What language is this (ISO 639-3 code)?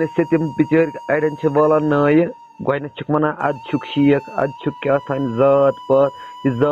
kas